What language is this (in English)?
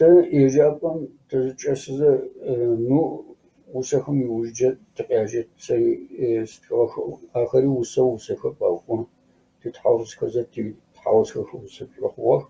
Kabardian